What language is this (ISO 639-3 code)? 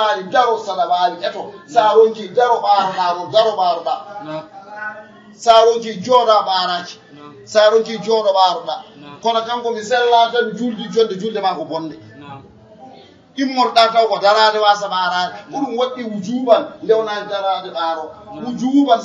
ful